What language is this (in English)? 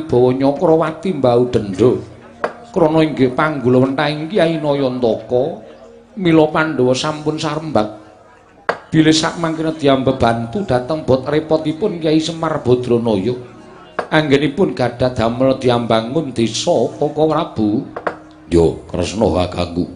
Javanese